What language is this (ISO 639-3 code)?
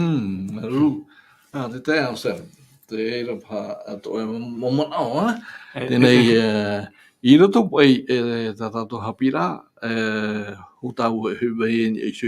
tah